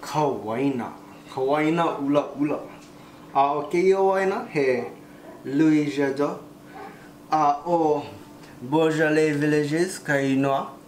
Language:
Hawaiian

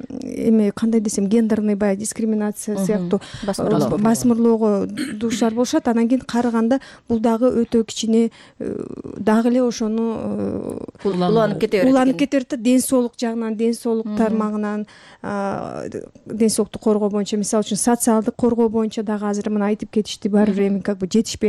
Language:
Kyrgyz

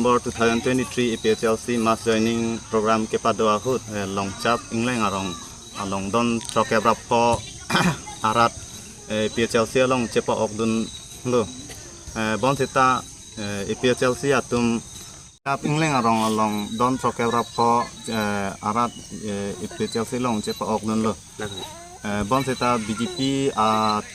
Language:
Karbi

